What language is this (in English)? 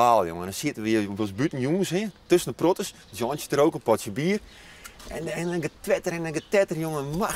Western Frisian